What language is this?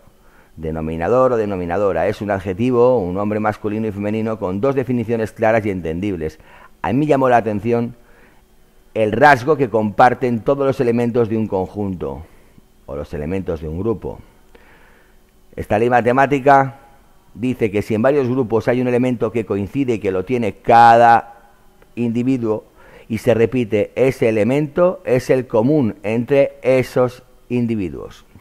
Spanish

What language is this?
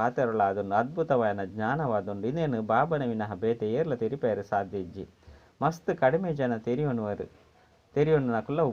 Tulu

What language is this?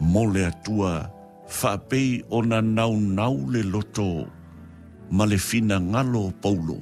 Samoan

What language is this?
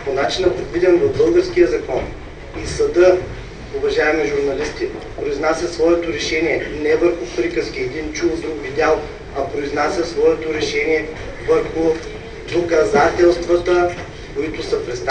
Bulgarian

